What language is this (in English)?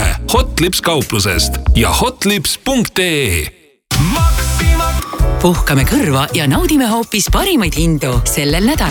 Estonian